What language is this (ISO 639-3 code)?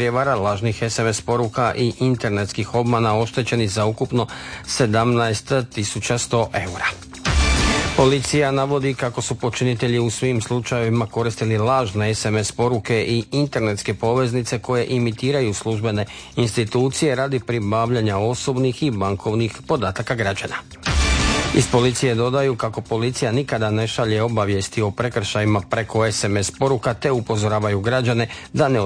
hrv